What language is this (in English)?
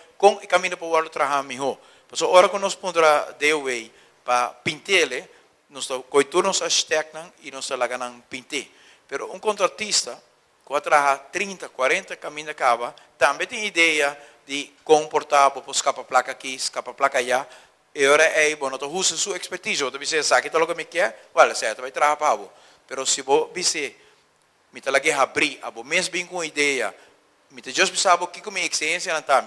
Papiamento